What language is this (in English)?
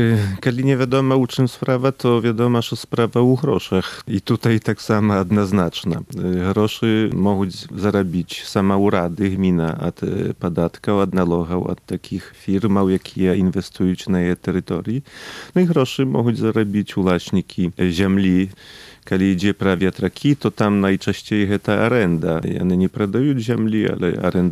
Polish